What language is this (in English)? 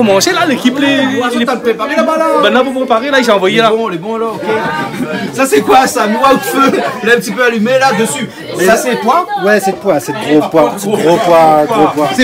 Réunion Creole French